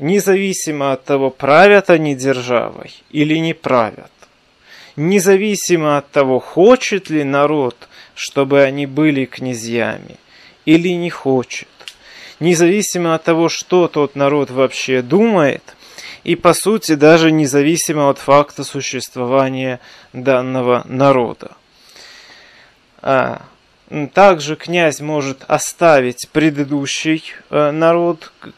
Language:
Russian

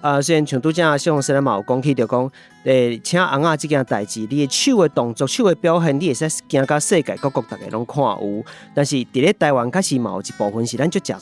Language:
Min Nan Chinese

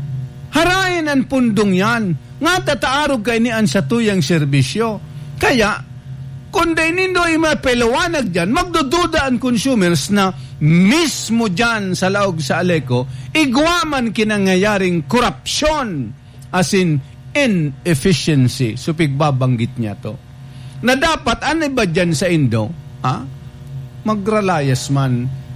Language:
Bikol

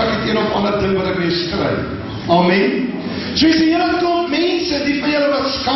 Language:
Afrikaans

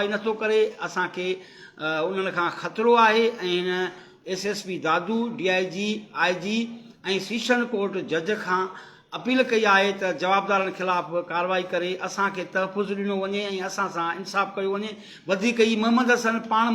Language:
Sindhi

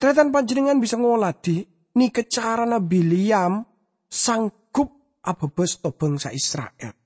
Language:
Madurese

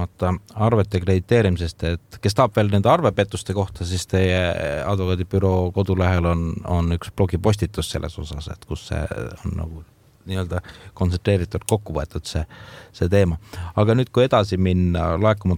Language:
Estonian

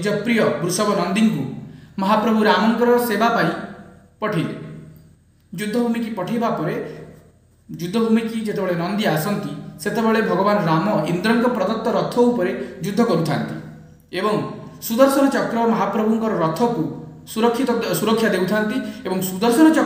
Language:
Odia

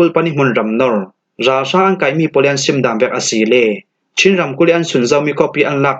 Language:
Falam Chin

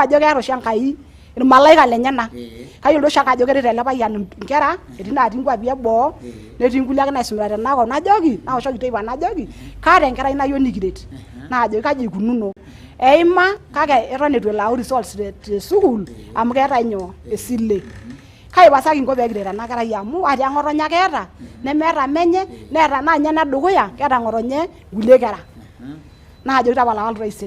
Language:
Masai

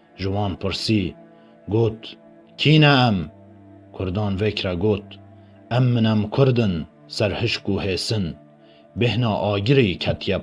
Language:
Kurdish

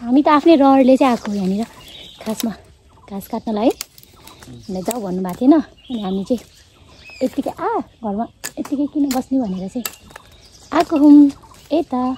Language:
Nepali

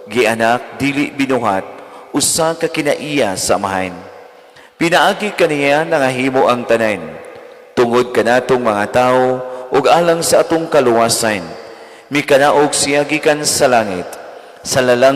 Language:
Cebuano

